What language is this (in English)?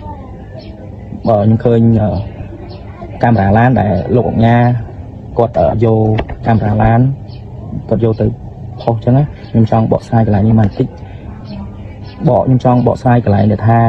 Khmer